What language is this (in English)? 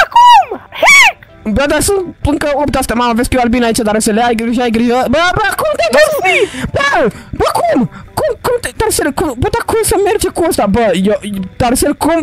Romanian